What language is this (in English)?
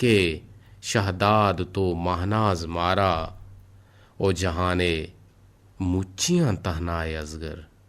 Eastern Balochi